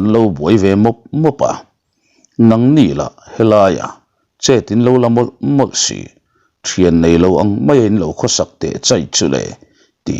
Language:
Mizo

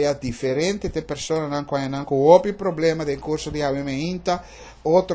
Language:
Papiamento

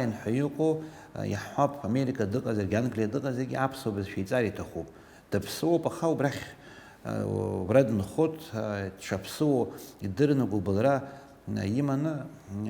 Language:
Abkhazian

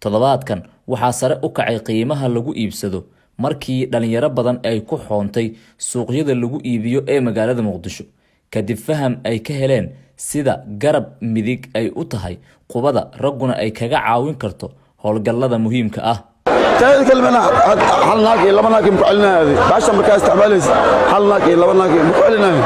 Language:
Somali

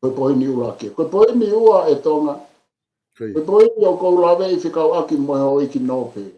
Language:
Tongan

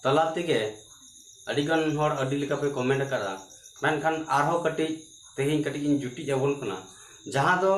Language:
Santali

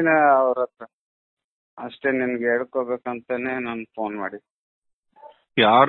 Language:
Kannada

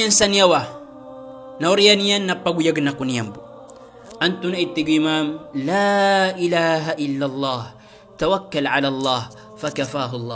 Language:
Maranao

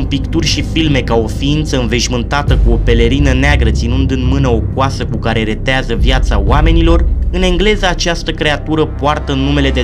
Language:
Romanian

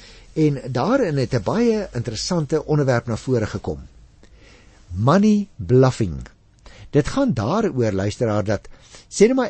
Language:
Afrikaans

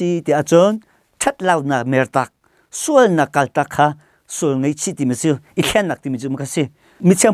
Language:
Hakha Chin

